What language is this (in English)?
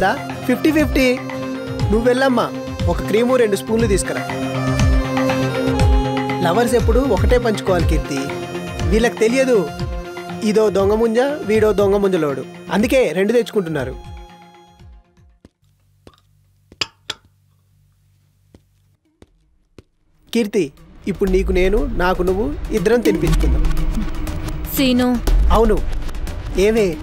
Telugu